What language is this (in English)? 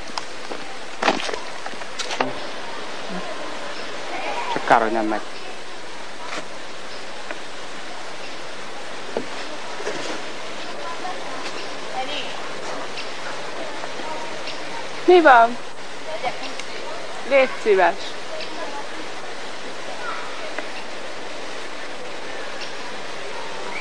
Hungarian